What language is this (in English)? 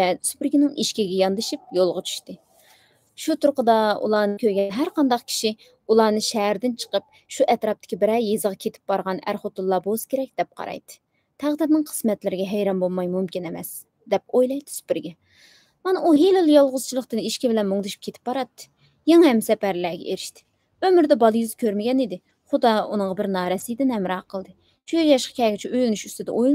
Uyghur